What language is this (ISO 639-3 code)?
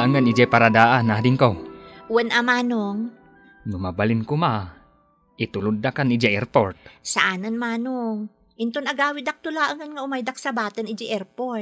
ilo